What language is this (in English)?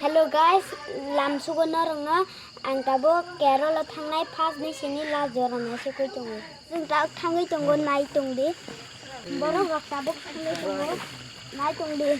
Kok Borok